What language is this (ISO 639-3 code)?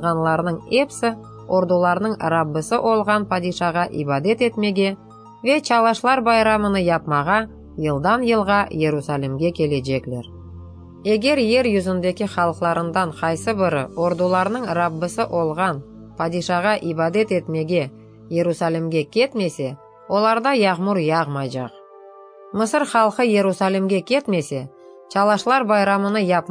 crh